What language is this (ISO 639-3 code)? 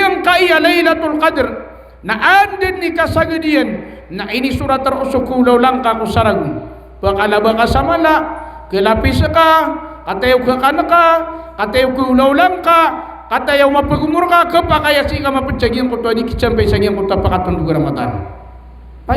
mrw